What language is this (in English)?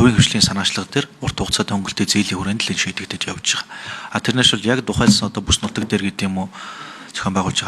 Mongolian